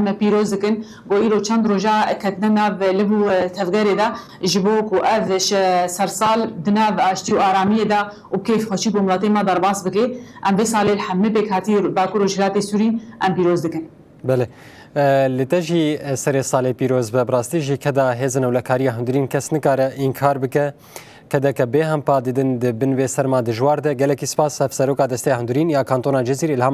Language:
Kurdish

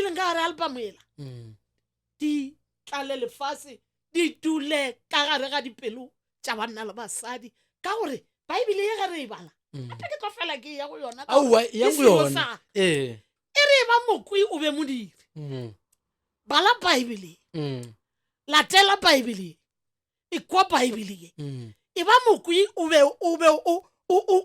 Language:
Northern Sotho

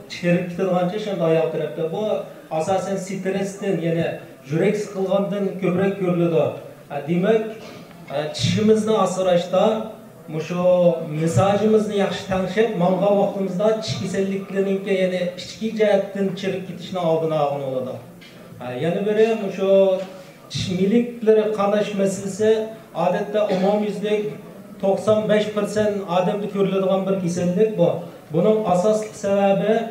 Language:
Uyghur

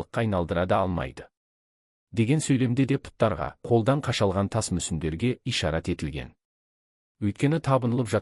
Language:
Kazakh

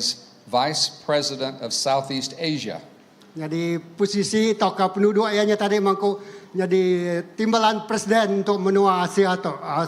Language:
Iban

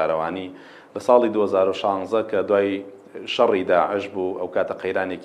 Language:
Central Kurdish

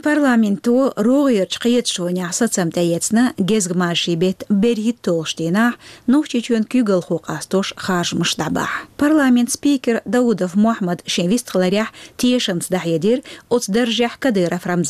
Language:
Chechen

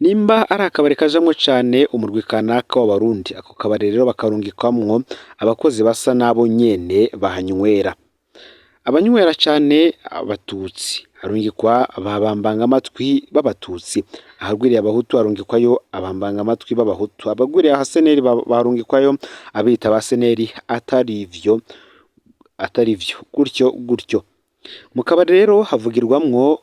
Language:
Rundi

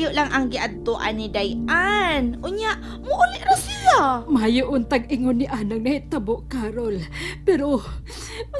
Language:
Cebuano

